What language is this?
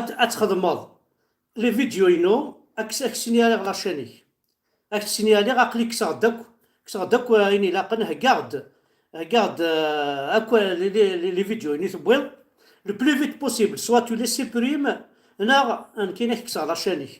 Kabyle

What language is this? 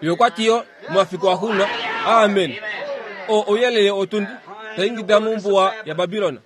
Kuanyama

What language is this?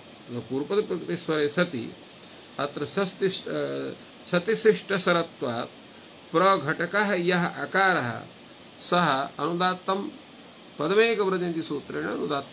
Sanskrit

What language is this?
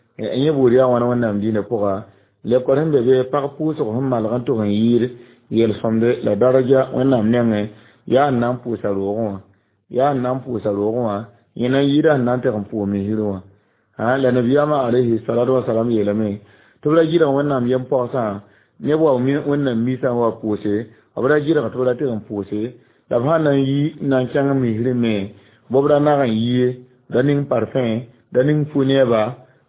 Mossi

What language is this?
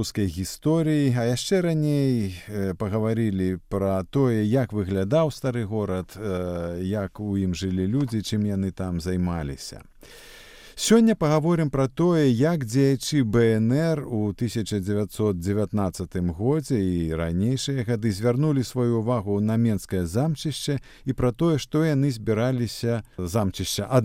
Belarusian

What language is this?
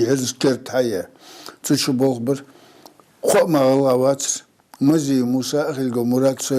Ingush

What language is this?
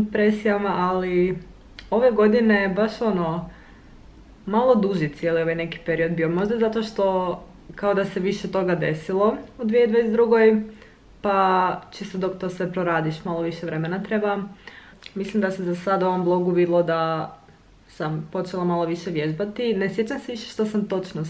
Croatian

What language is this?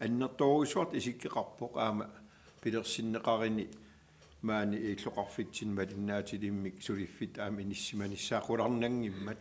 Kalaallisut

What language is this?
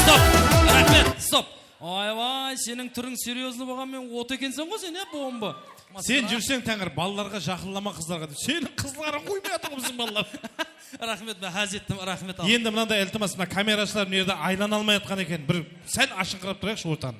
Kara-Kalpak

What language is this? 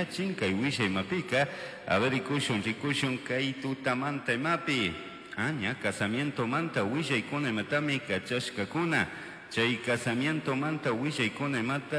Chimborazo Highland Quichua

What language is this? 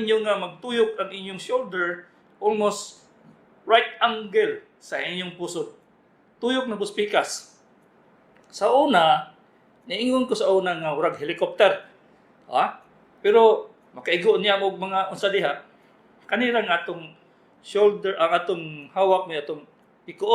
Cebuano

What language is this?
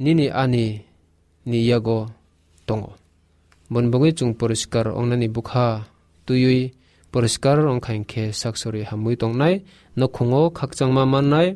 Kok Borok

